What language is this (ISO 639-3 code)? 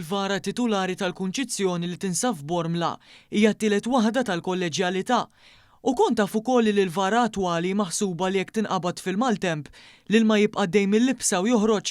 mlt